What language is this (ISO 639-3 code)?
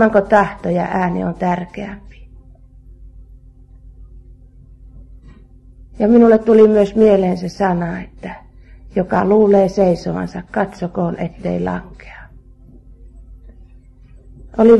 fin